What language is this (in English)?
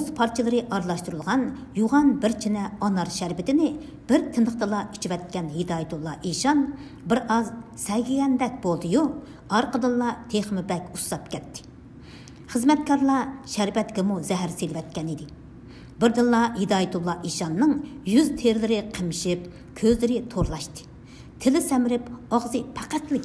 Uyghur